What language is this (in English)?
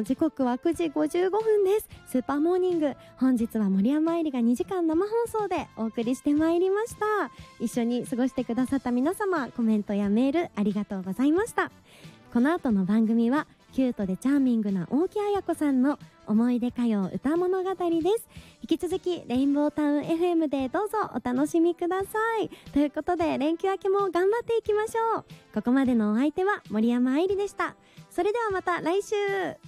Japanese